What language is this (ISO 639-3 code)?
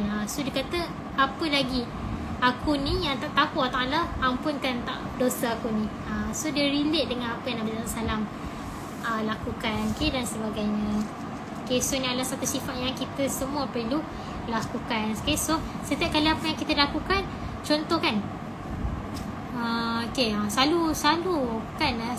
msa